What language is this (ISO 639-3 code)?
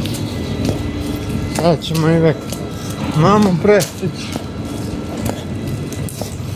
hrv